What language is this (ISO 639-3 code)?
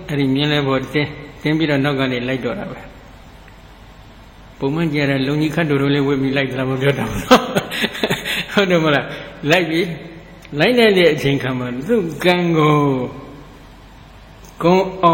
mya